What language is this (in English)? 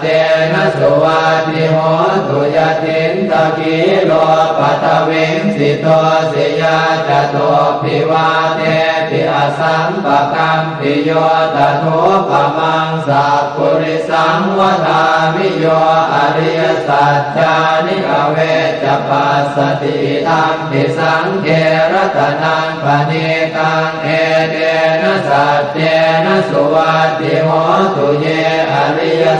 Pali